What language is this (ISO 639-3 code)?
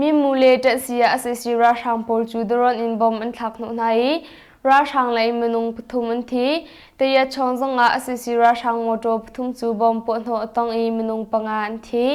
cnh